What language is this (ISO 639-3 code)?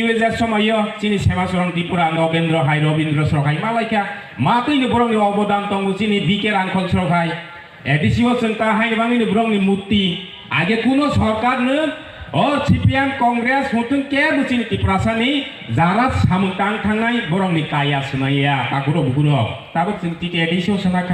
trp